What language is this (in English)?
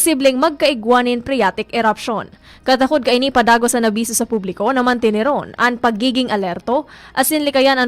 Bikol